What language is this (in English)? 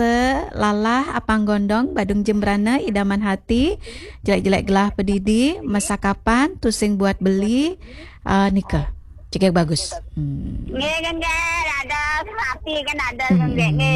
Balinese